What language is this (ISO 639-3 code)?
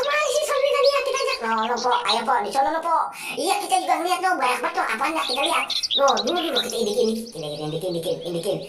bew